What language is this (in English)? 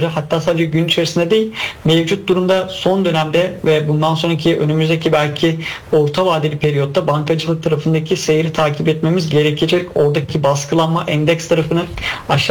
Turkish